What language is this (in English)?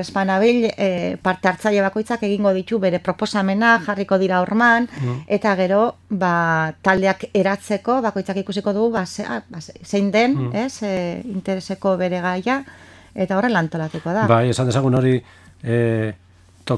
Basque